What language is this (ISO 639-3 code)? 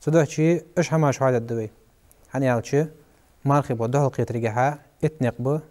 inh